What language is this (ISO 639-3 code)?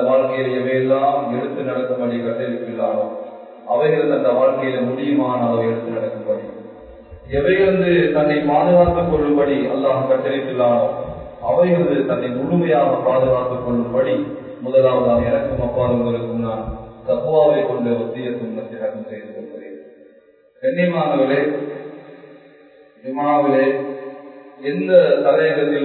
tam